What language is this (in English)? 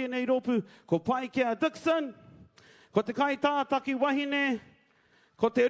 Māori